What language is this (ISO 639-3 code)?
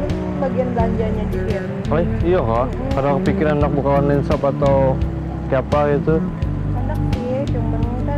bjn